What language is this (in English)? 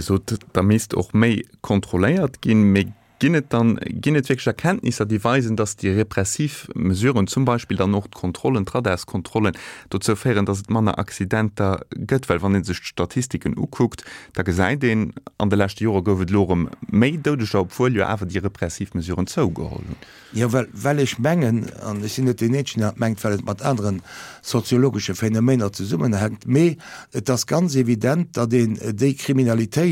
Luxembourgish